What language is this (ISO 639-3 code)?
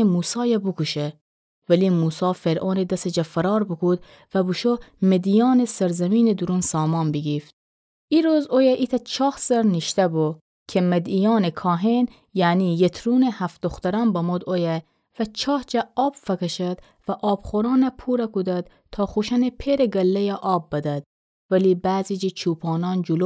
glk